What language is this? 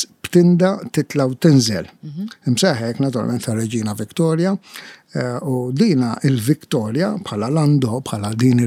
Maltese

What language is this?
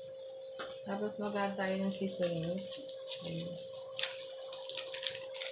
Filipino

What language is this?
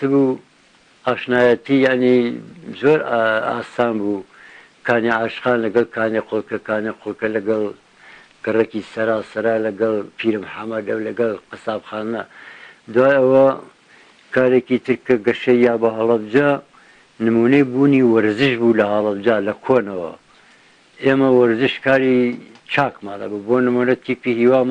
Central Kurdish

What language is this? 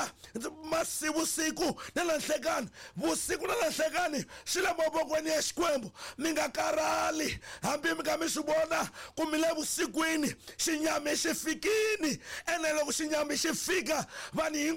Tsonga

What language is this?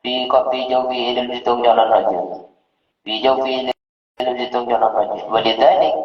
Madurese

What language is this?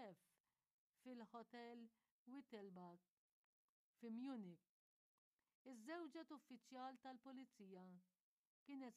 Maltese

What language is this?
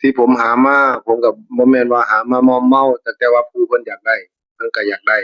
Northeastern Thai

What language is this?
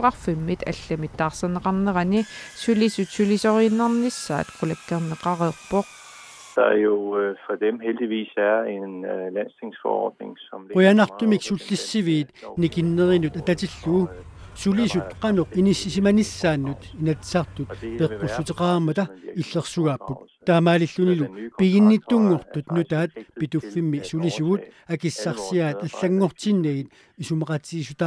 Kalaallisut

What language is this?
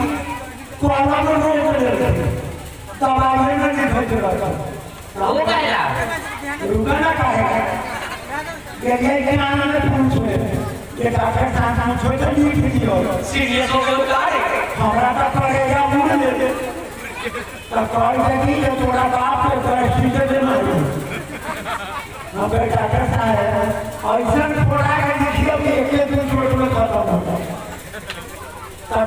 Bhojpuri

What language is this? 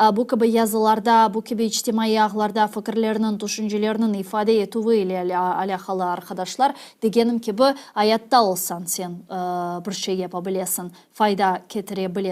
Crimean Tatar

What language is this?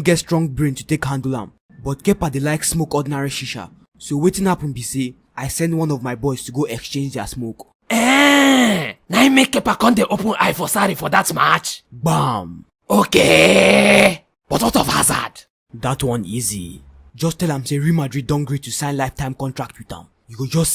Nigerian Pidgin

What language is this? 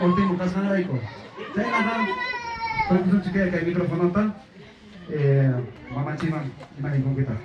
Ayacucho Quechua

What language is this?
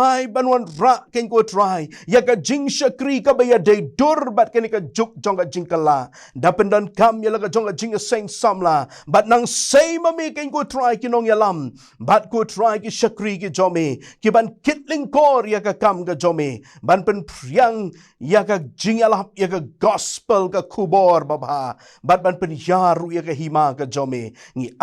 Khasi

